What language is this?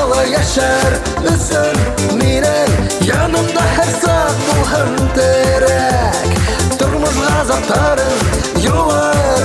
Bashkir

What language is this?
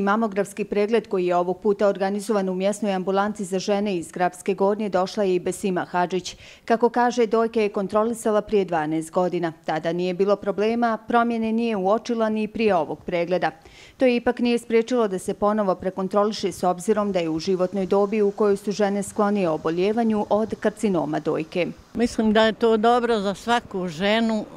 Bosnian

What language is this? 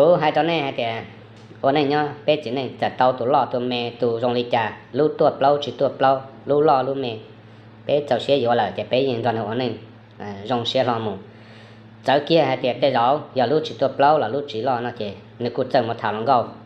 Hmong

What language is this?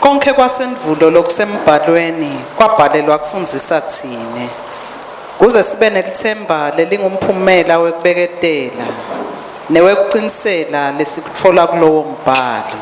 Swati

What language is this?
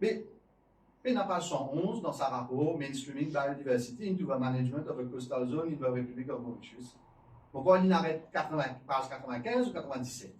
Morisyen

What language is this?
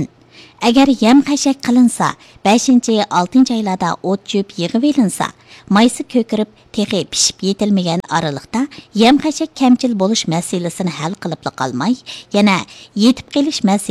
Uyghur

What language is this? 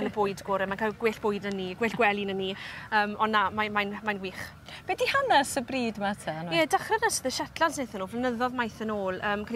Welsh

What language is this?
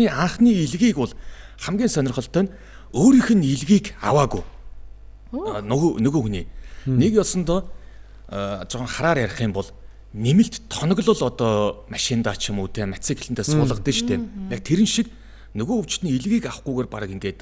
Mongolian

